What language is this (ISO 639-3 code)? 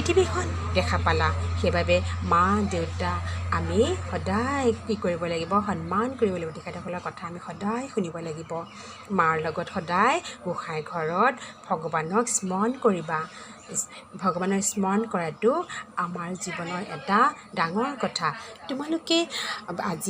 asm